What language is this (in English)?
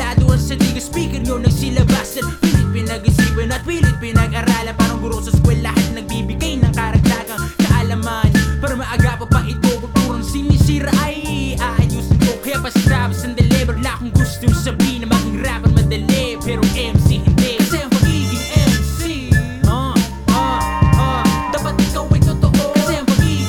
Filipino